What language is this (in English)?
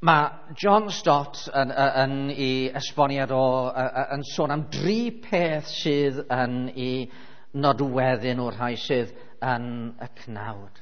Welsh